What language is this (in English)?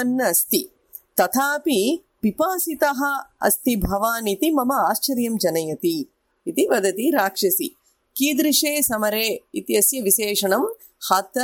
Sanskrit